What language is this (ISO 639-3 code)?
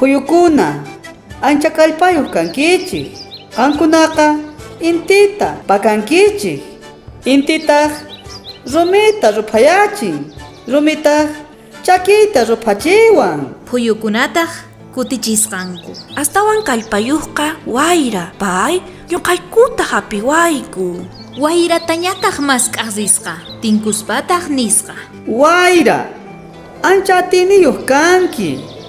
quh